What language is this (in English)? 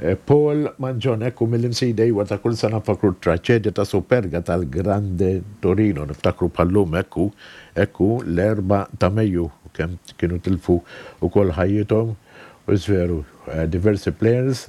Maltese